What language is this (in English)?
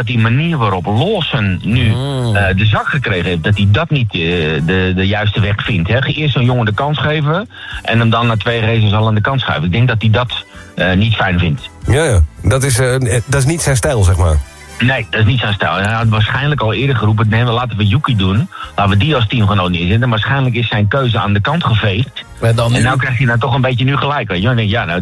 Dutch